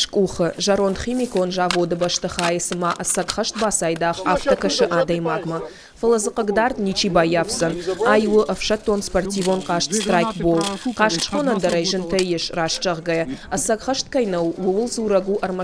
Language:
Ossetic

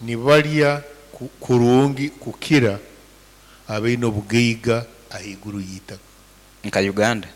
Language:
Nyankole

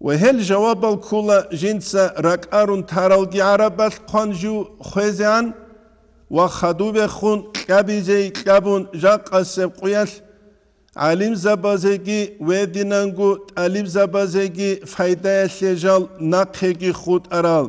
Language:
Avaric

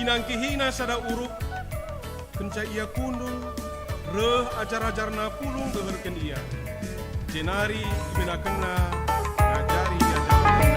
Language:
Batak Karo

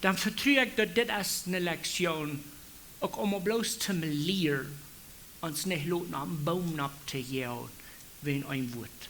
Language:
Plautdietsch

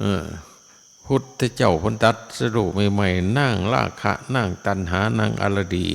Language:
Northeastern Thai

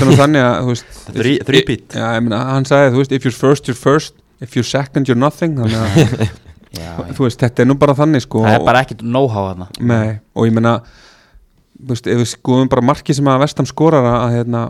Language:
Icelandic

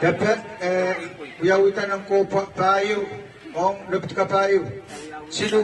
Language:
Pohnpeian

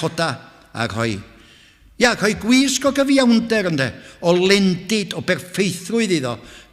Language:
Welsh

